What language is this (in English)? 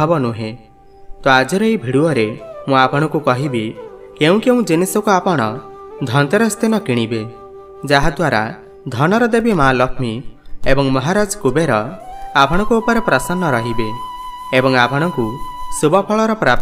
Odia